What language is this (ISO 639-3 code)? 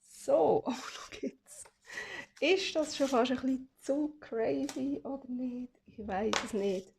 gsw